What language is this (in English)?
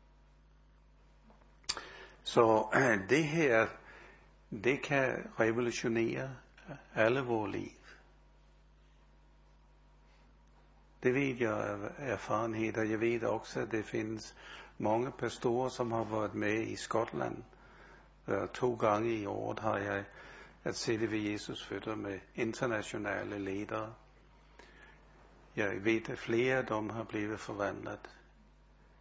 Danish